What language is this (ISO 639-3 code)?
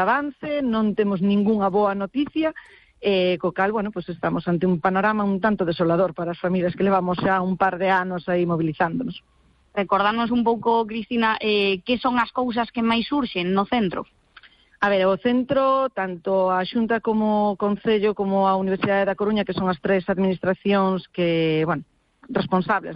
glg